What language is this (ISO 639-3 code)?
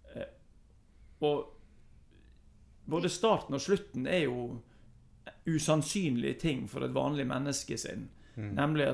nor